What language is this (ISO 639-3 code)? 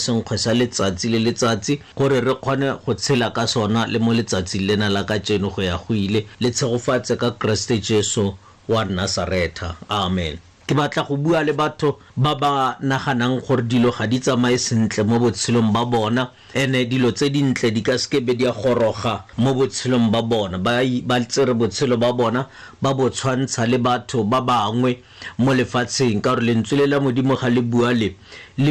tsn